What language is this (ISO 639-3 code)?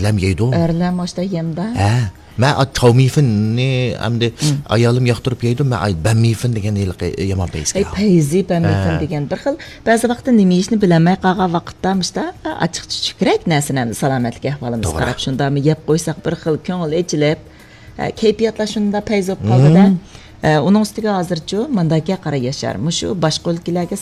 uig